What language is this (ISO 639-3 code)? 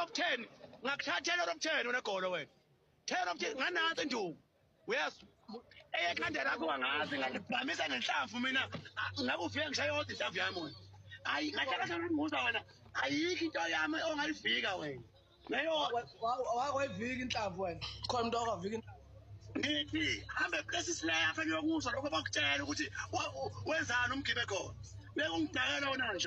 zul